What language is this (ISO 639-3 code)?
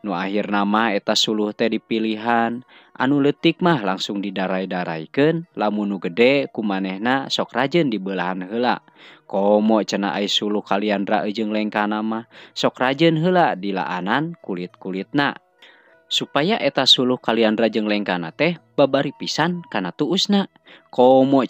sun